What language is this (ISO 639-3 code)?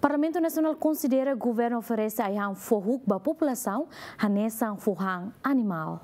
tet